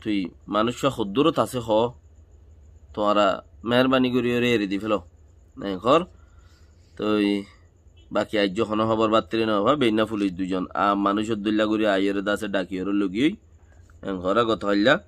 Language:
Rohingya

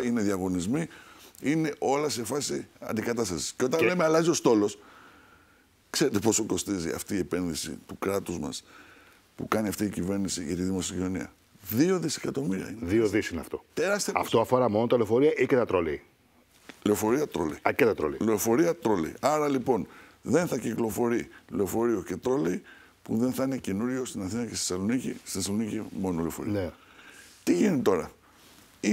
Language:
Greek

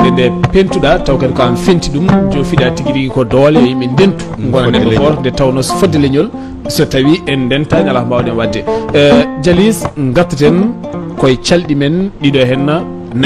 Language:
Fula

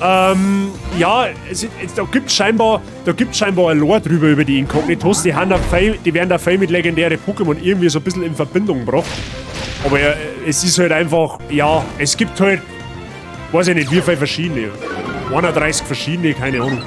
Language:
Bavarian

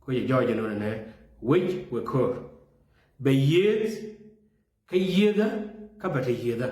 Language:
Nuer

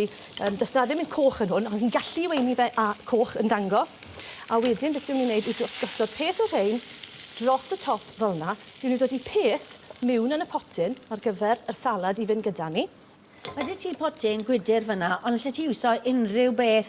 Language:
Welsh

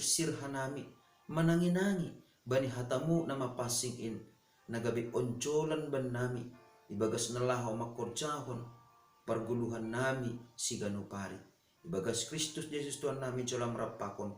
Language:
Batak Simalungun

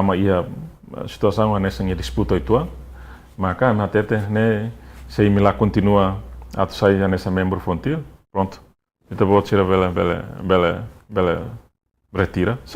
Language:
Tetum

